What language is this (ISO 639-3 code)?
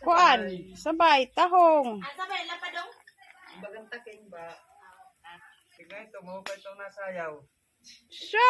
war